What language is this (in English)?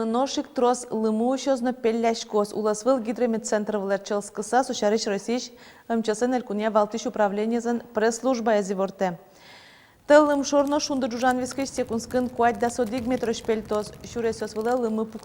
Udmurt